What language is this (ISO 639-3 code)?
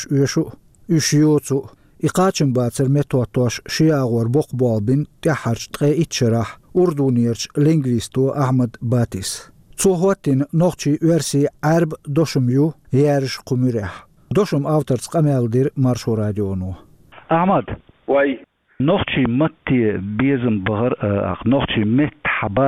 che